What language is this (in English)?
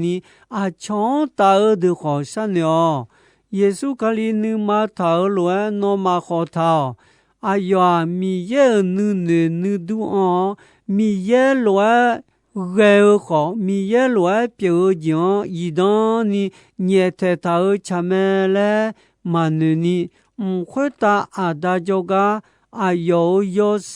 Akha